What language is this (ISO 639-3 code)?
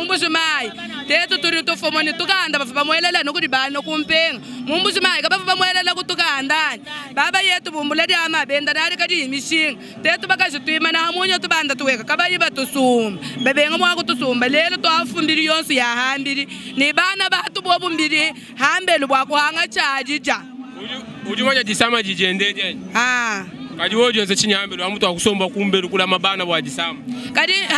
lua